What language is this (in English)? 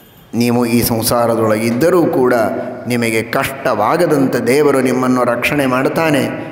Kannada